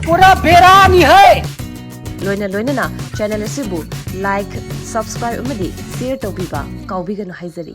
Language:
Manipuri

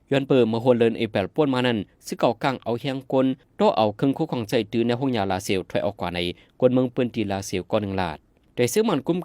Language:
Shan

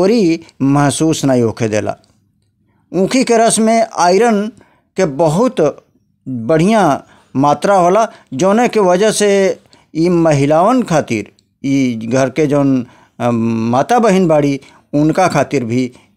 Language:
Bhojpuri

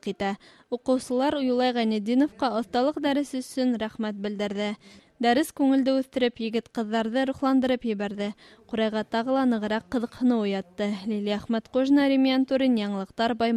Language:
Bashkir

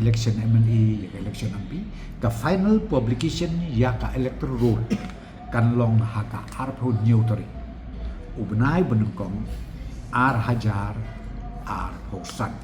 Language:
Khasi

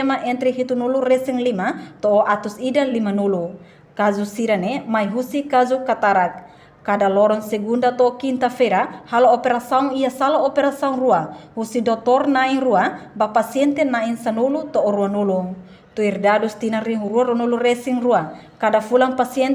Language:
Tetum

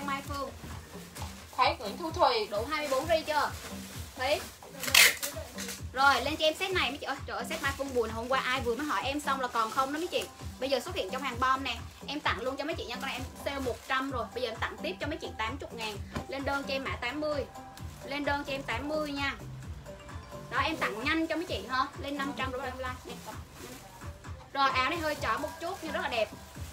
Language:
Vietnamese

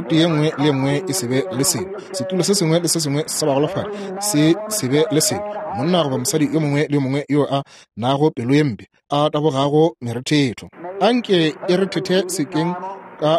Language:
Northern Sotho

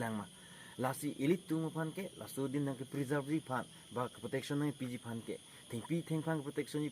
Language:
Karbi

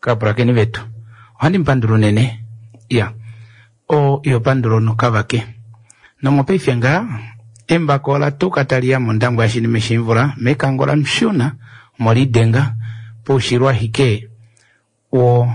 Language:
Kuanyama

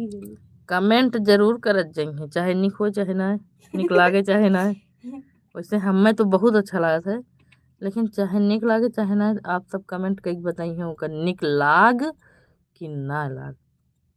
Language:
Awadhi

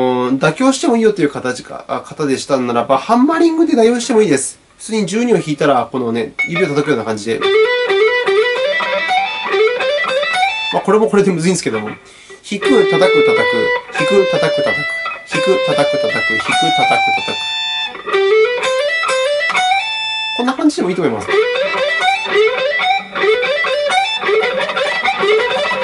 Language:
Japanese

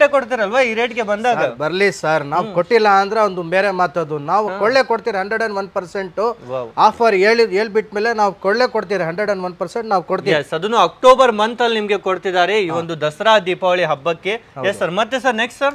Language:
Kannada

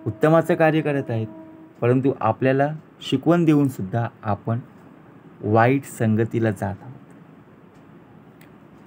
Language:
Marathi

